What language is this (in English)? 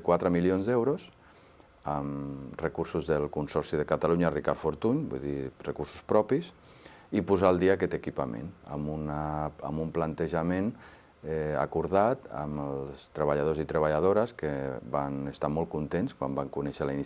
Catalan